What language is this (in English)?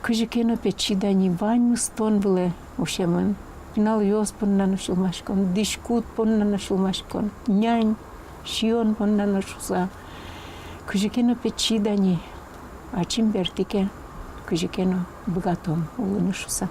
Udmurt